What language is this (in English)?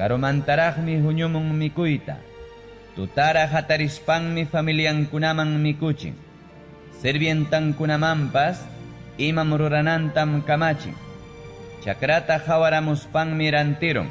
Ayacucho Quechua